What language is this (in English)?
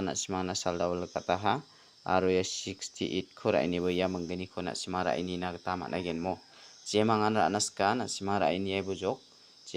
Garo